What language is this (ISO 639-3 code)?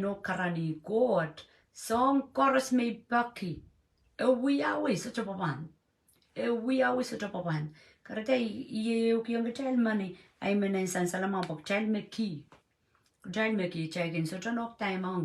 pon